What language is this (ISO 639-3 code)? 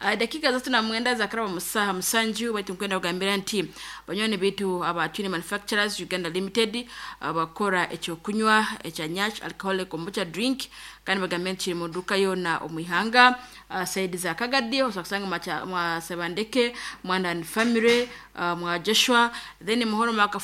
nyo